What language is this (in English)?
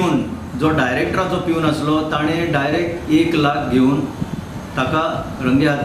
Konkani